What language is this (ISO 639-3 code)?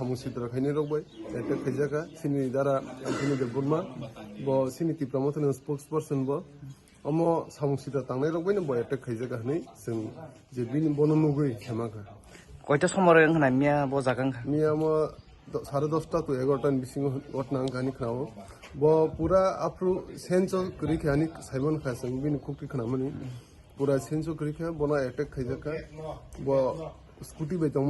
trp